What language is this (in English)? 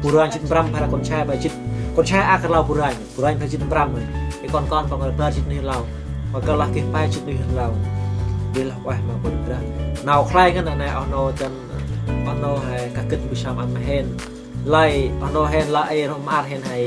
Central Mnong